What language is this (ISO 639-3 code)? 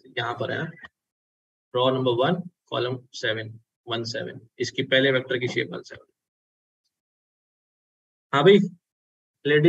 hin